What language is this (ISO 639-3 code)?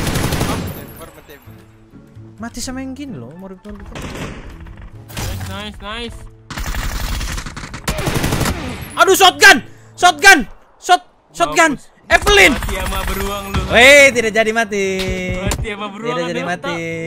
ind